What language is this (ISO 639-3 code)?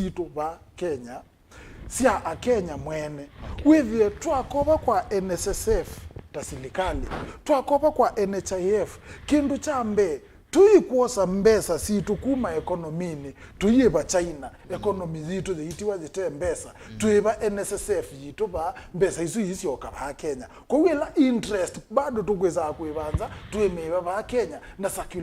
kam